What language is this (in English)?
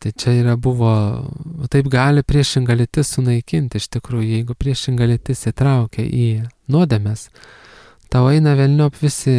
Lithuanian